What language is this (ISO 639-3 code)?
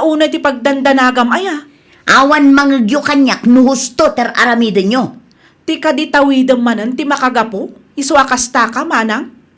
ilo